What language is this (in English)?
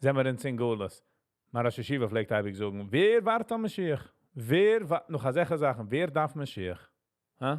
Yiddish